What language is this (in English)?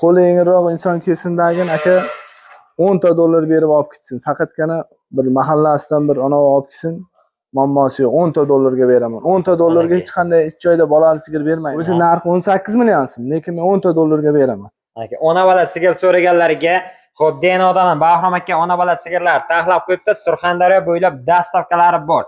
Uzbek